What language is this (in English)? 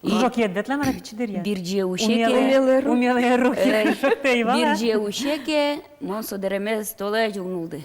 Udmurt